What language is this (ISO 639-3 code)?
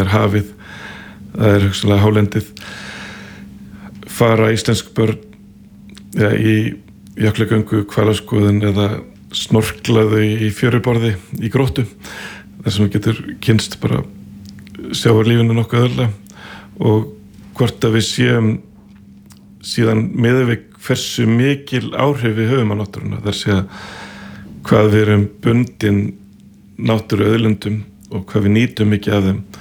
isl